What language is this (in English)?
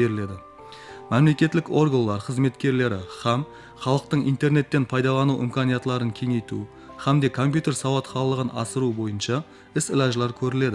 Kara-Kalpak